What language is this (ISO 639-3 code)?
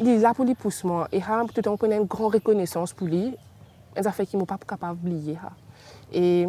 mfe